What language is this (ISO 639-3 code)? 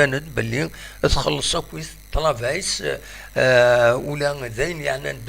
kab